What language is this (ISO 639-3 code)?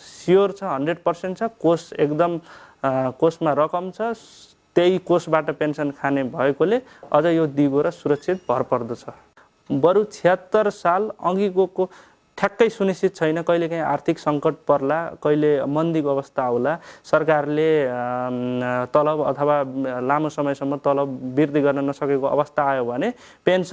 nep